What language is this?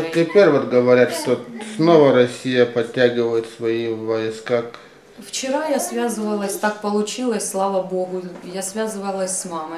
Russian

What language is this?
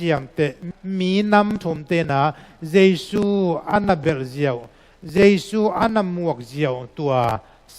Tedim Chin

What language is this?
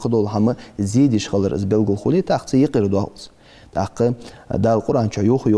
Ingush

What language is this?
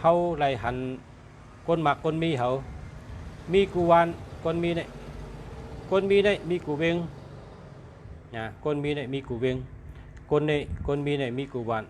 Shan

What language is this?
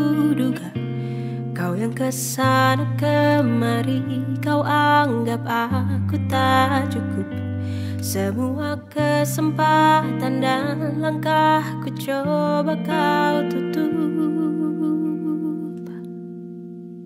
Indonesian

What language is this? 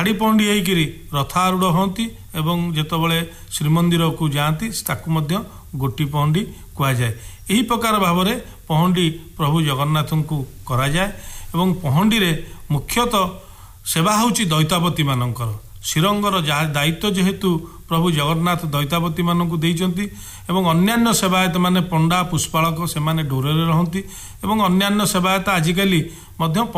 Odia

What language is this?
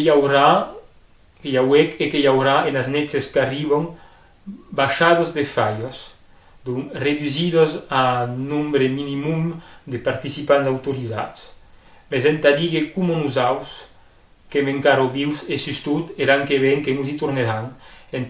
Occitan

